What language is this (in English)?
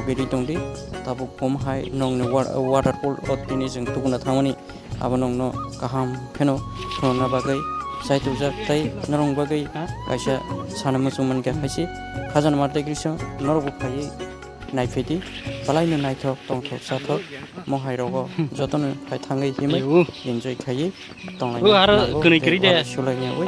Kok Borok